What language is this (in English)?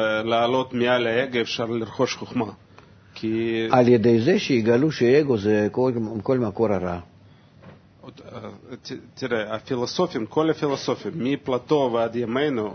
Hebrew